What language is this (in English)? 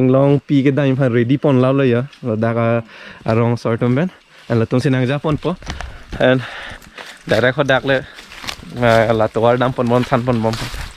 Karbi